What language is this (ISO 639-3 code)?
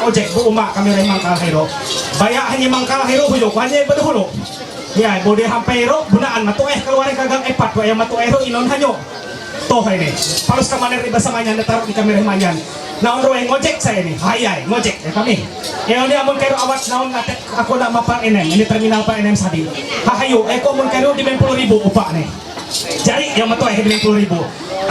mhy